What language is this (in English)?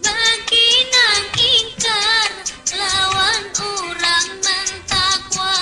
Banjar